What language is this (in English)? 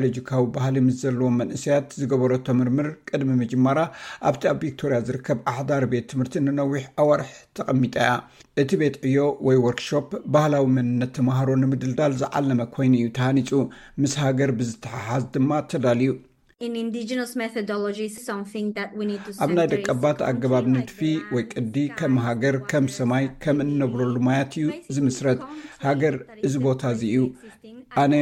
Tigrinya